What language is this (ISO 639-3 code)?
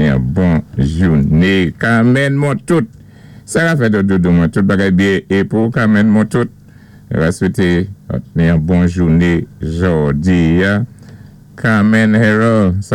acf